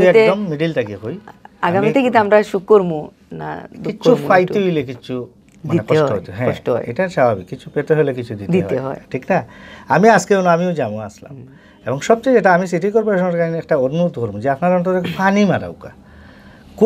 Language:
Sylheti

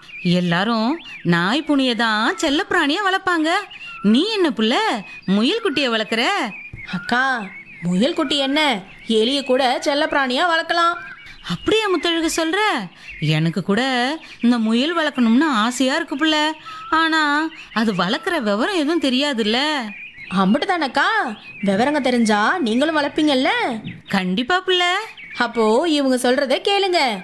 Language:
Tamil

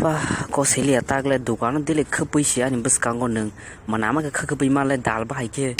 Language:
Kok Borok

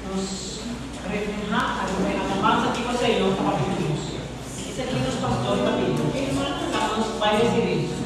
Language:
Papiamento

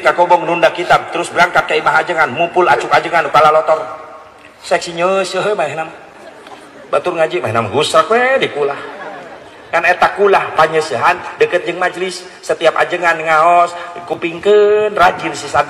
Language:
Sundanese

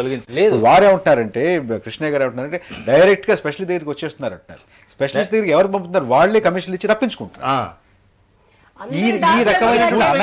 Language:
Telugu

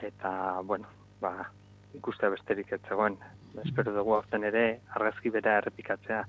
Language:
Basque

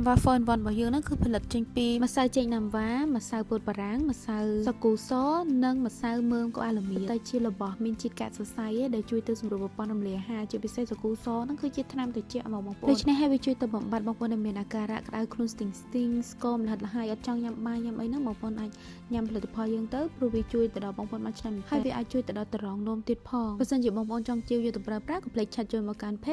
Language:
Khmer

